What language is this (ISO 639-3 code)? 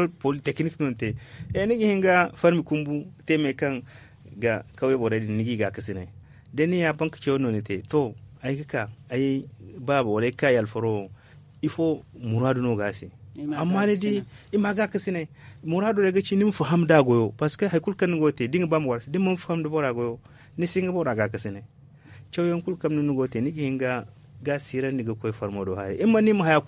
dje